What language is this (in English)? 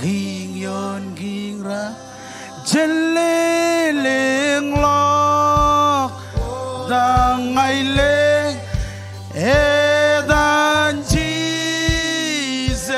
Marshallese